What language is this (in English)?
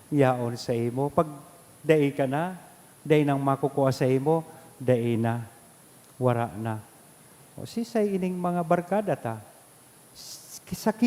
Bikol